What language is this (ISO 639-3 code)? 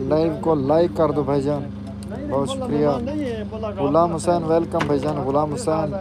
skr